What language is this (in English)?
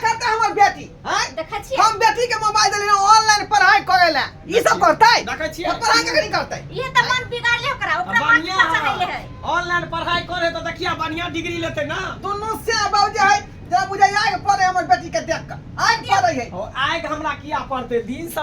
Maithili